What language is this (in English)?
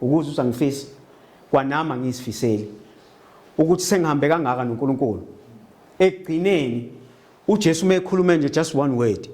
Zulu